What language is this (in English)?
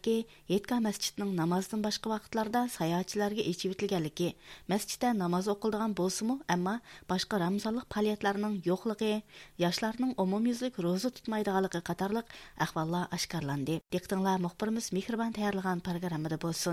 Uyghur